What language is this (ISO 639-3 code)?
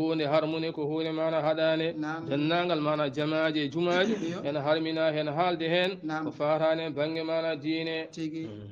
ful